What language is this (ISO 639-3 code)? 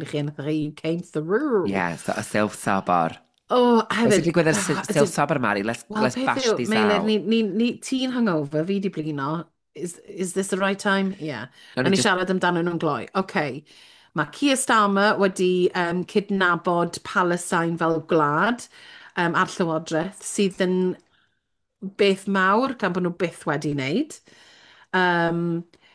cym